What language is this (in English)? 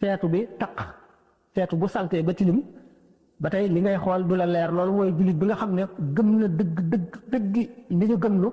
Wolof